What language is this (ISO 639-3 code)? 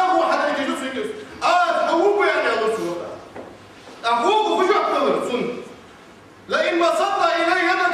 inh